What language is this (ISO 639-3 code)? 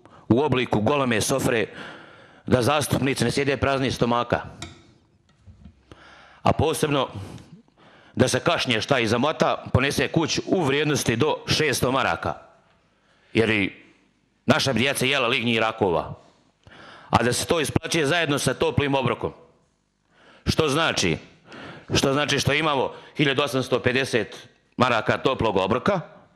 bos